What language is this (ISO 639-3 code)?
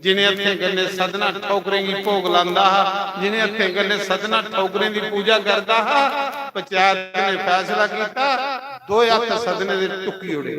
doi